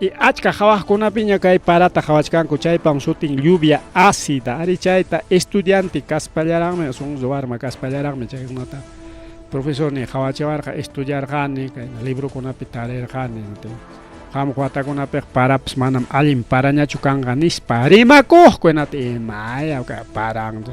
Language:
Ayacucho Quechua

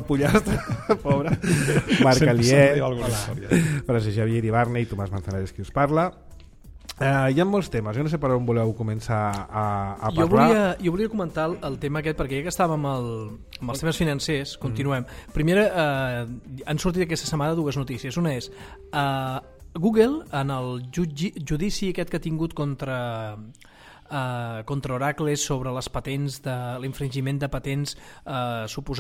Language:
Catalan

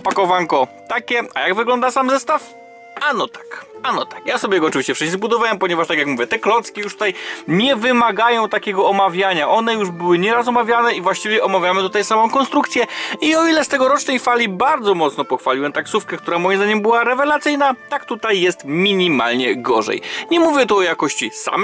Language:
Polish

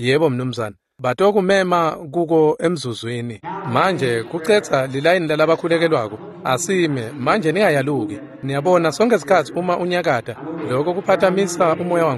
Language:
Swati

